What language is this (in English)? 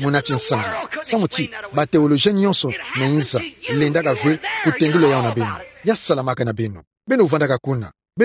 Kituba (Democratic Republic of Congo)